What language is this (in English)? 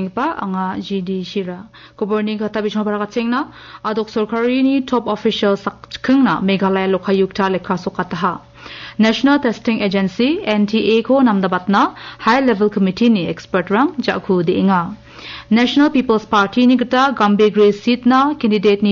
Garo